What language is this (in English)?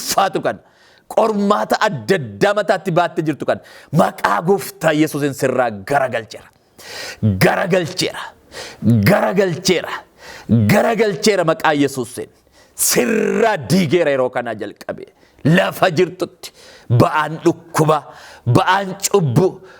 Oromo